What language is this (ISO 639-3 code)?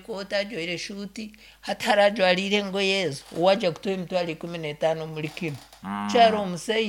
nyo